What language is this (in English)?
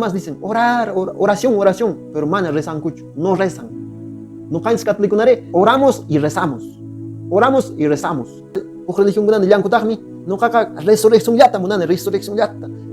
Quechua